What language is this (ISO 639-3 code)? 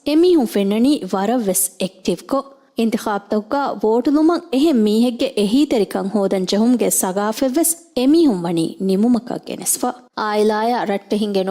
div